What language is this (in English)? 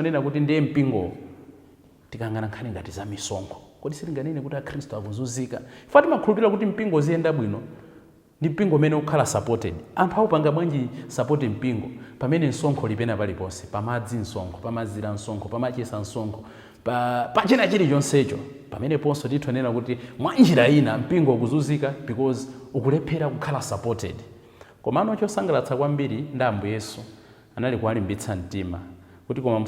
Nyanja